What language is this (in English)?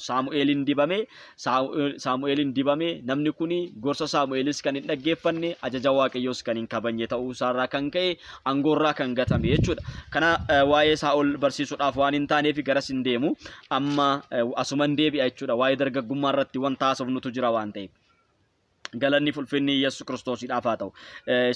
Oromo